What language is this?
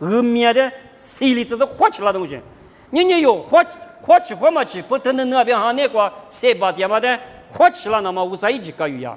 Lisu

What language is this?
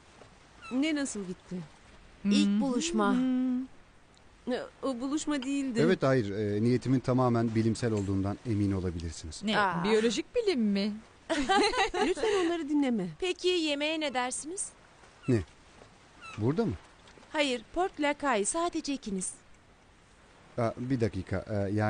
Turkish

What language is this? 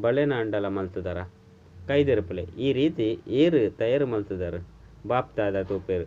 Tulu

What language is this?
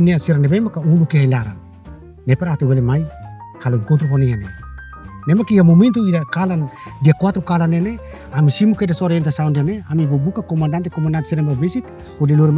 Tetum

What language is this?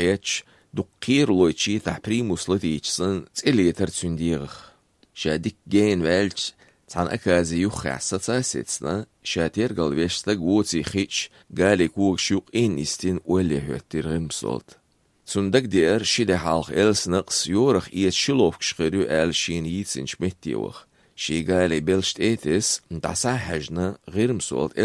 Azerbaijani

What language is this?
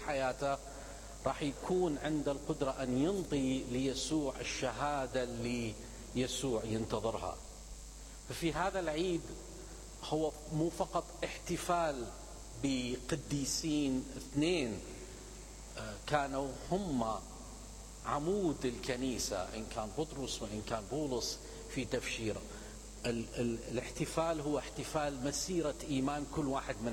Mesopotamian Arabic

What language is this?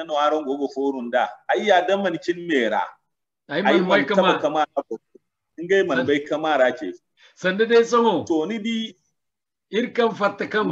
Zarma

